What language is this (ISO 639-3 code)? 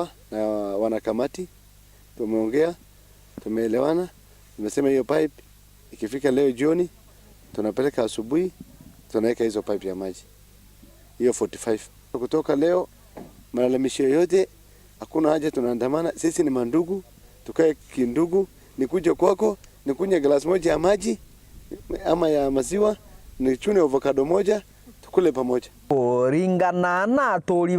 mer